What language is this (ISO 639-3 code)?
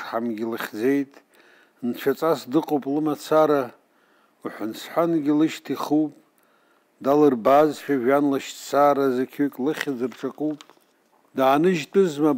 abk